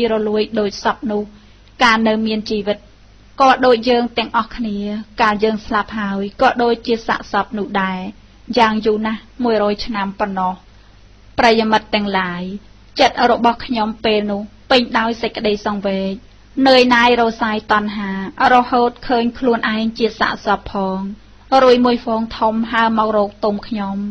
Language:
Khmer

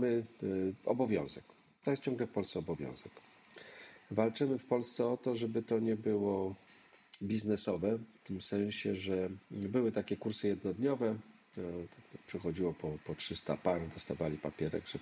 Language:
Polish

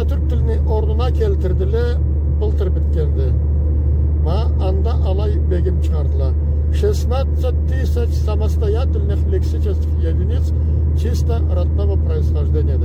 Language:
Karachay-Balkar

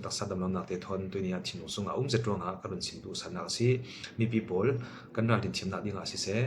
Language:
Falam Chin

